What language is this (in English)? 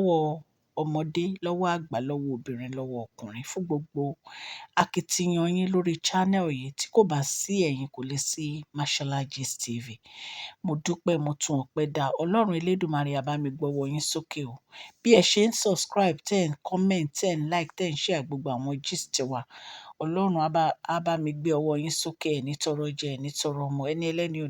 Yoruba